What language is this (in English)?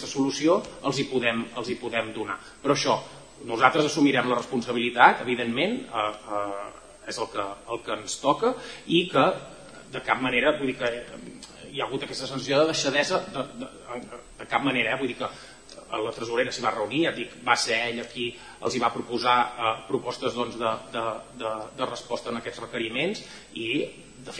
Catalan